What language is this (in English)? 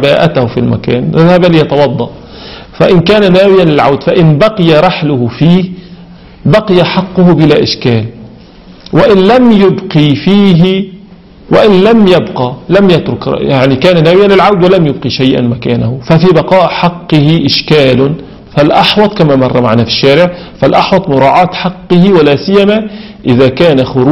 Arabic